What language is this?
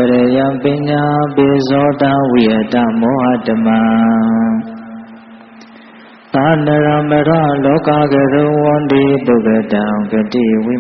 Burmese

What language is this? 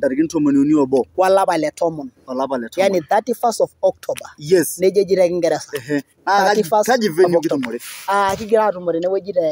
Masai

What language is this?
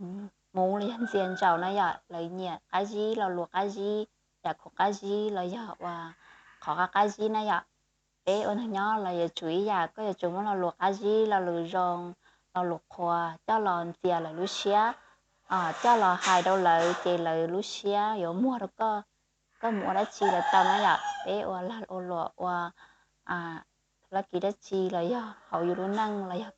Hmong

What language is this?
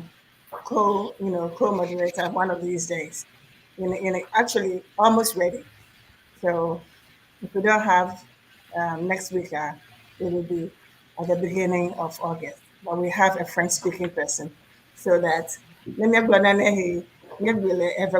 Ewe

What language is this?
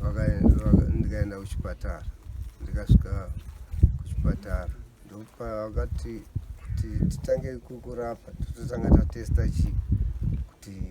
Shona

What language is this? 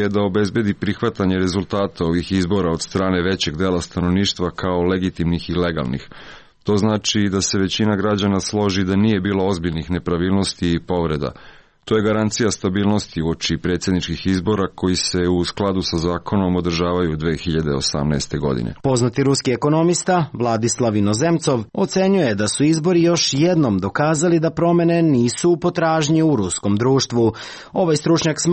Serbian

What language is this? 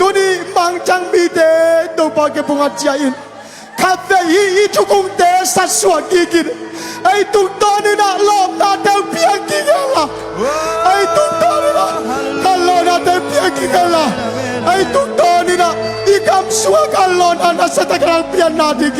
Tedim Chin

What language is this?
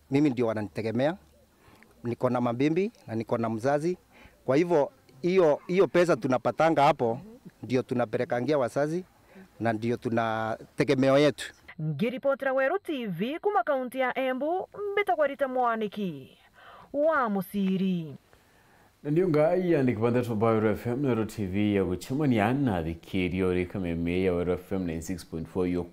Meru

